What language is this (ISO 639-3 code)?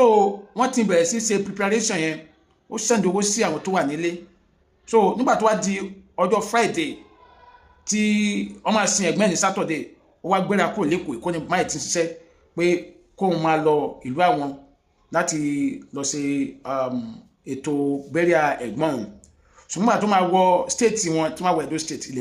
yor